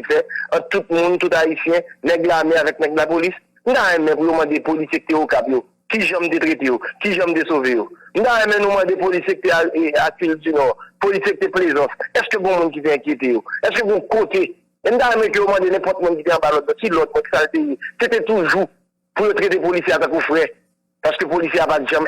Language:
Haitian Creole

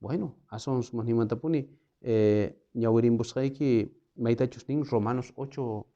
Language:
South Bolivian Quechua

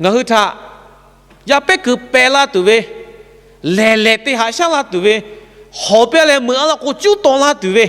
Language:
Lahu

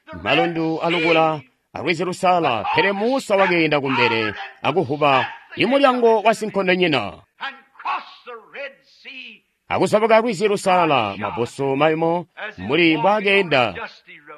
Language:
Tonga (Zambia)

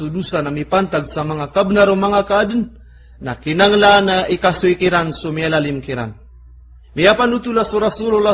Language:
Maranao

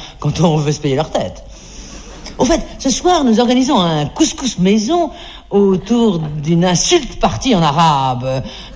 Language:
French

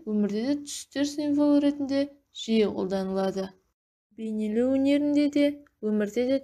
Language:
Kazakh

